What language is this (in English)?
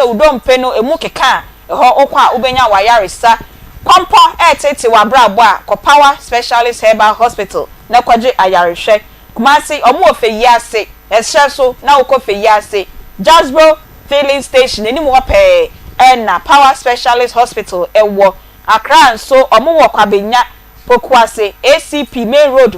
Akan